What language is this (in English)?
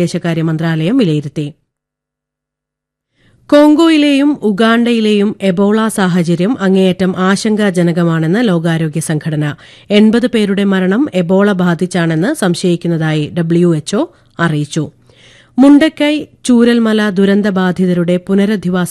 Malayalam